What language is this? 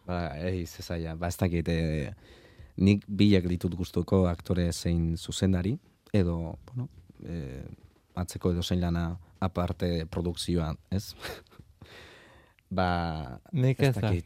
Basque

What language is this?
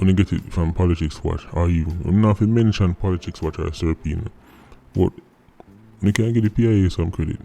Jamaican Creole English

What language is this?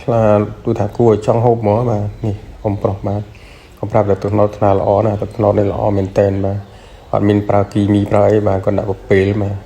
Khmer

